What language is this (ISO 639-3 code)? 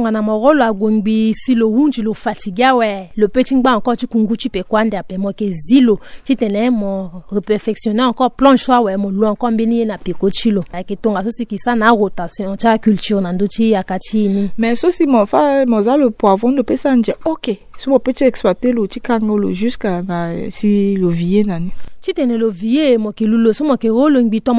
sag